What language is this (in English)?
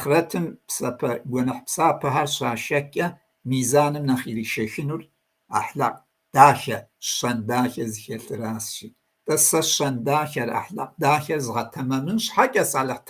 Kabardian